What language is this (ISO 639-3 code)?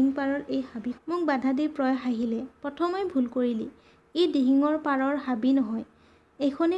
asm